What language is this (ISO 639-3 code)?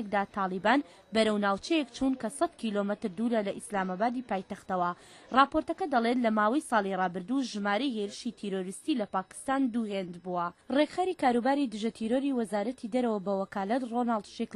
ckb